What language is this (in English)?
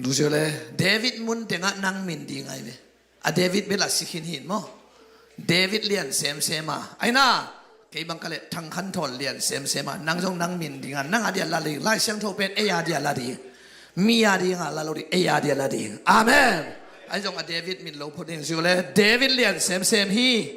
Tedim Chin